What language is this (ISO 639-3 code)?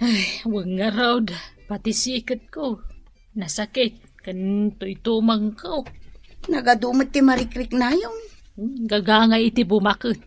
ilo